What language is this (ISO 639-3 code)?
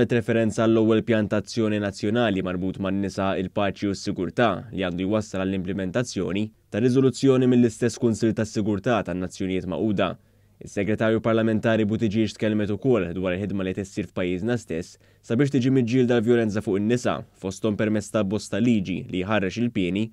mlt